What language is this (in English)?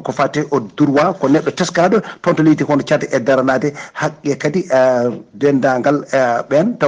Fula